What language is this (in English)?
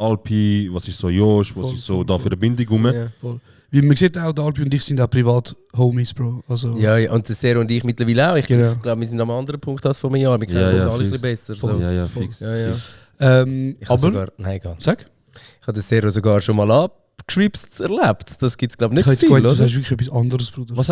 Swiss German